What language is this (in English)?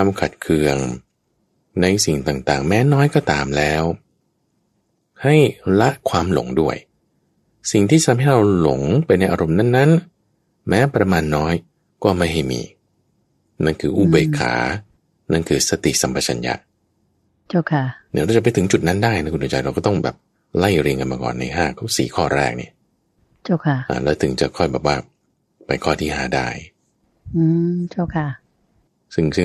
Thai